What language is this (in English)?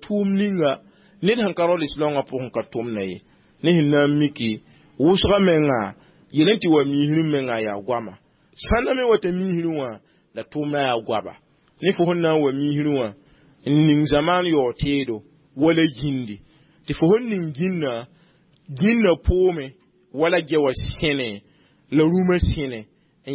Mossi